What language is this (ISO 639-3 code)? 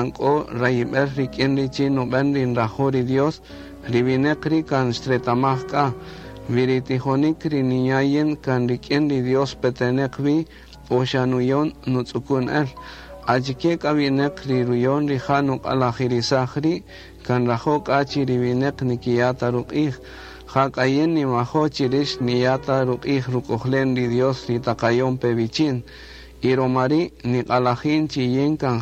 cak